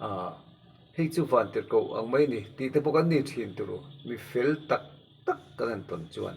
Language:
Mizo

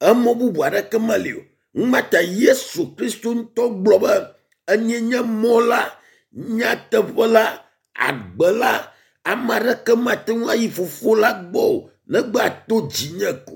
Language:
Ewe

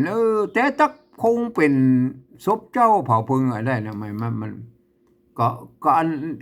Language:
Northern Thai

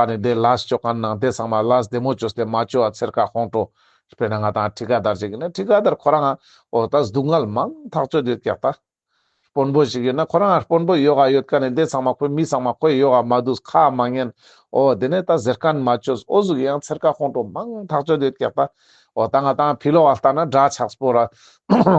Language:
Ladakhi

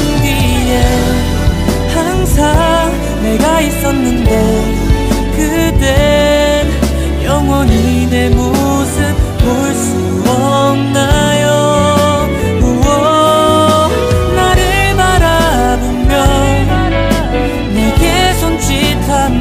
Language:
Korean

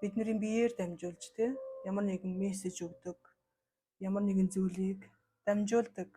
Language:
Mongolian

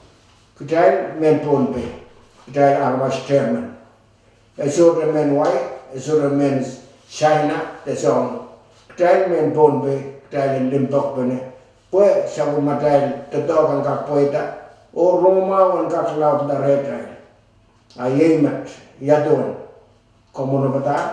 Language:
Pohnpeian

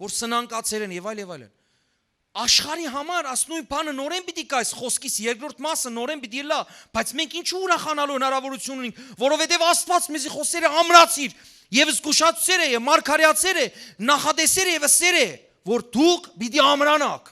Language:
Western Armenian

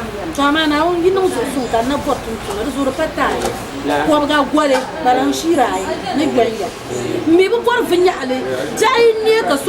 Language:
Dagbani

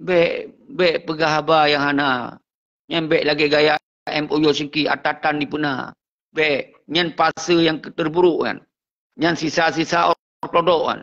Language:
Achinese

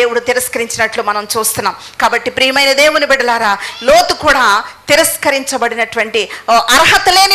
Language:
Telugu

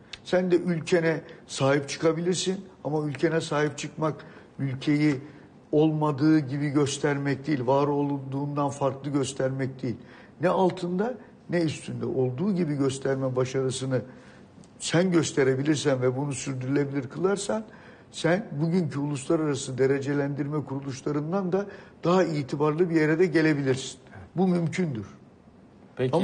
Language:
Turkish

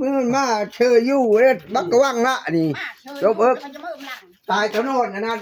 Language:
Northeastern Thai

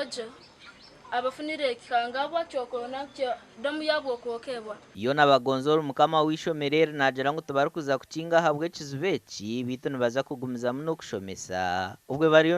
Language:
Nyankole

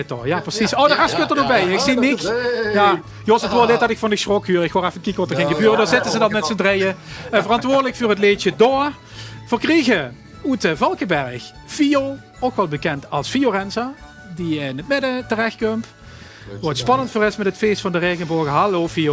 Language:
Limburgish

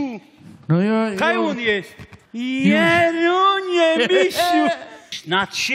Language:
Silesian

